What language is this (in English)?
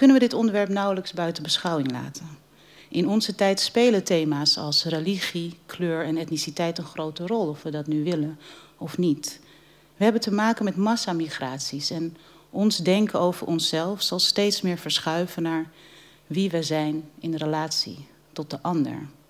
Dutch